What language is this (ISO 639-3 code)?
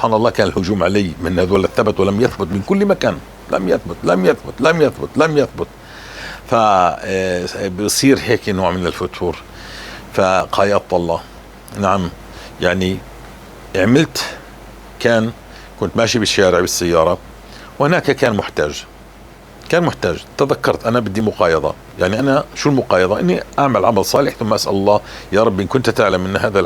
apc